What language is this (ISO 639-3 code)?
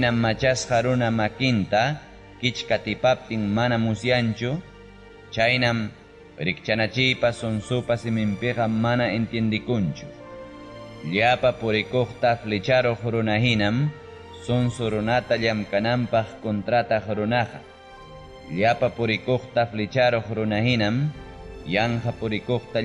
quy